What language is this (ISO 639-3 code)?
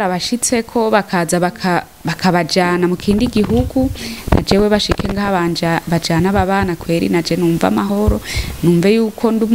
run